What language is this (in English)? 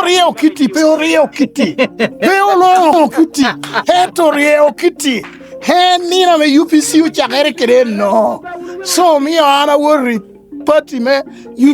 Lango (Uganda)